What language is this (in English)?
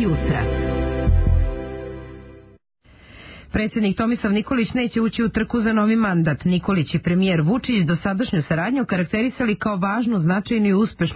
Serbian